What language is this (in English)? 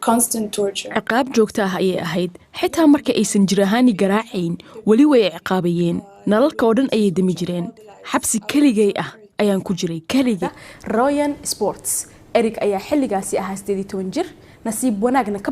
Somali